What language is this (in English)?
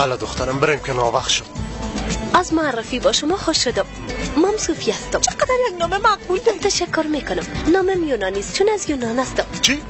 Persian